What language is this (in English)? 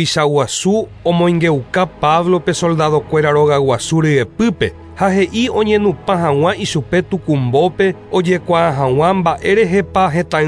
Guarani